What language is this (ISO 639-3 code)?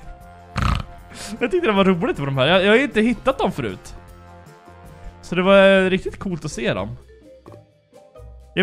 swe